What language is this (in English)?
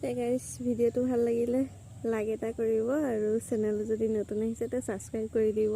Assamese